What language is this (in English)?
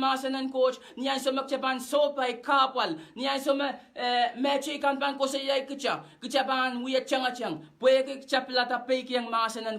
Pohnpeian